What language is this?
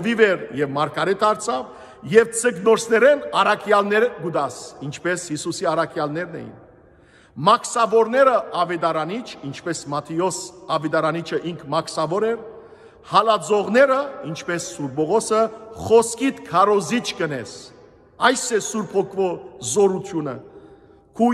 Armenian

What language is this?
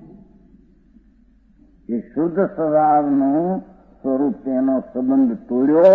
Gujarati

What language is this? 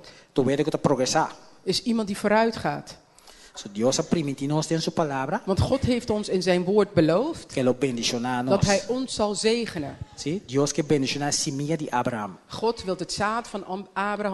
Papiamento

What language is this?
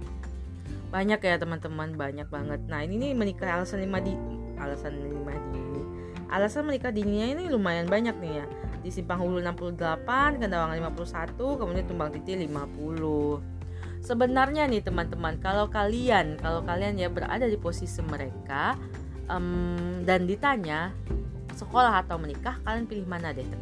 Indonesian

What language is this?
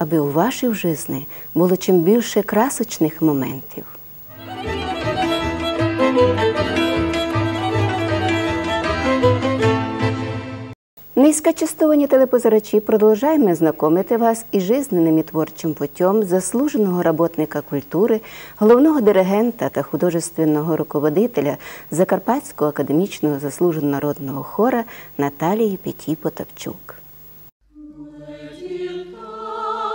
Ukrainian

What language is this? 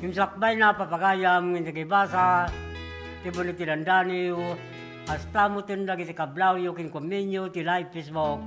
Iloko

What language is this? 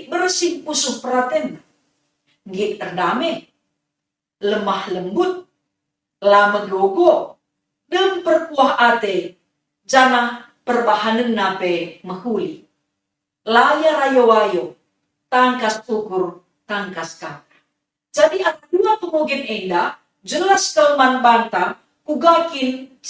Batak Karo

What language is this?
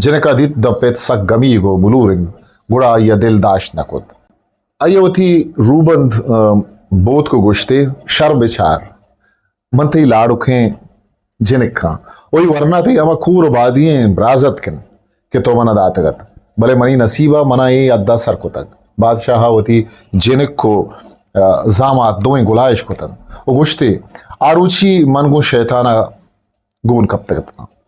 Eastern Balochi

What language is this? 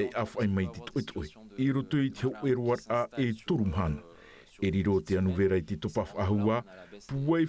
Tahitian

